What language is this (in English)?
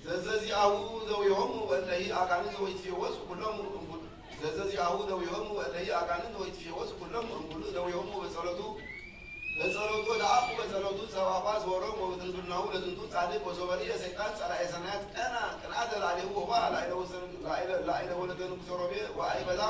Geez